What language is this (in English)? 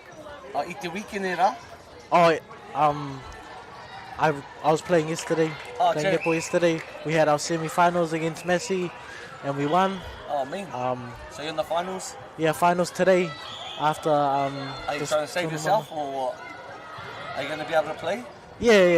Māori